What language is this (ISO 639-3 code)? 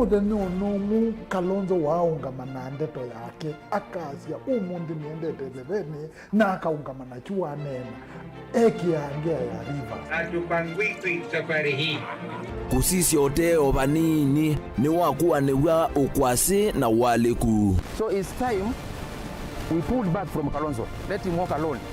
kam